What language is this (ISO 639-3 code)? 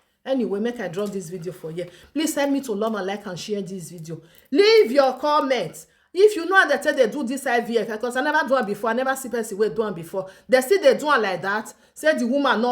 pcm